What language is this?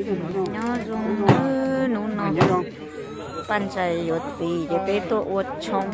Hmong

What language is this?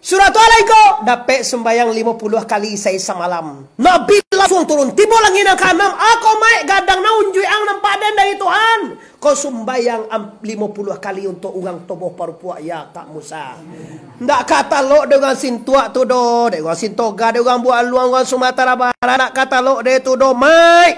Minangkabau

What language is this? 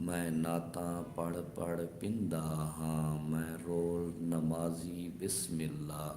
Saraiki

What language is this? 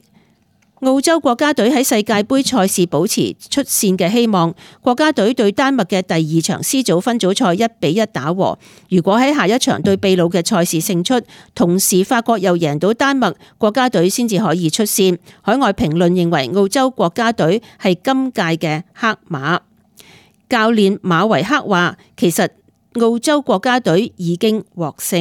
Cantonese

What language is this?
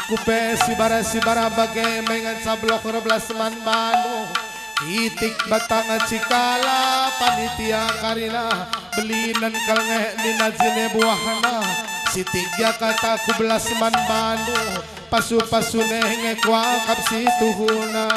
Batak Karo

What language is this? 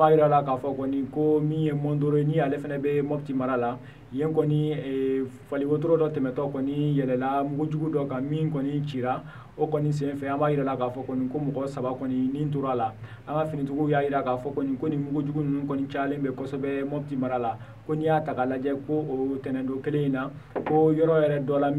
Bambara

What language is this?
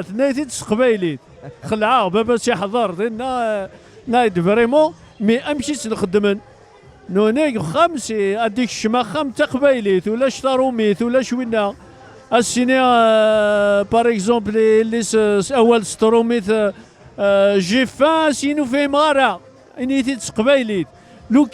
Kabyle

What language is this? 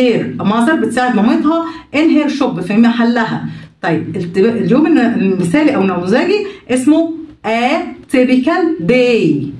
Egyptian Arabic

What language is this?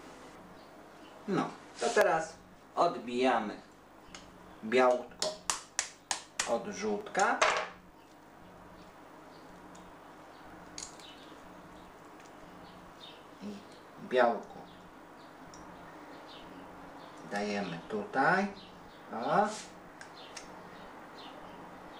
Polish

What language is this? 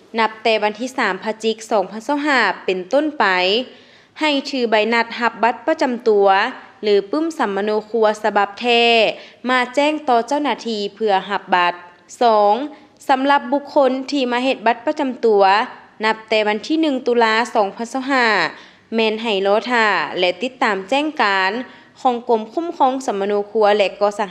Lao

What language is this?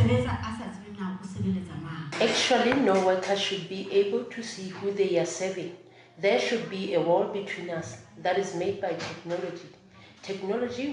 Tswana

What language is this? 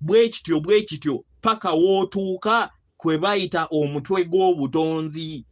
Ganda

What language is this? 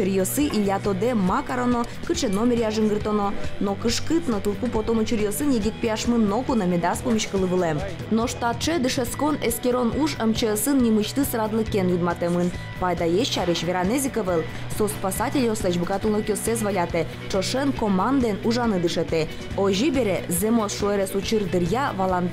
Udmurt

